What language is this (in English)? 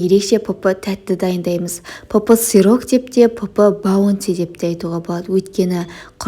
Kazakh